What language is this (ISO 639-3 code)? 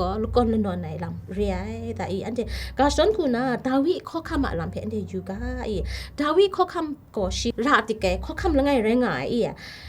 kac